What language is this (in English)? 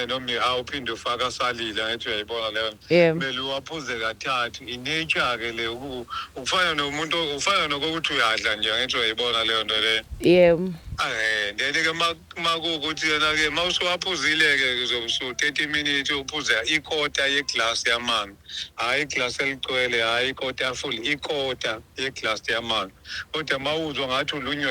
Zulu